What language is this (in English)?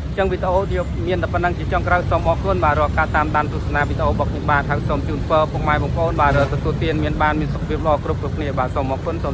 Khmer